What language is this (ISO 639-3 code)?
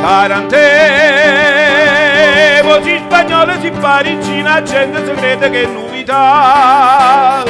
nap